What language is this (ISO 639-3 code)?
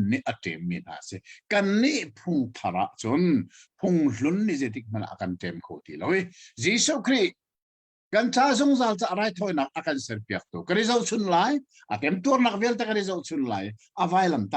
cnh